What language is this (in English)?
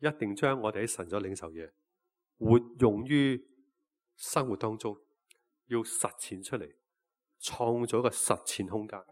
Cantonese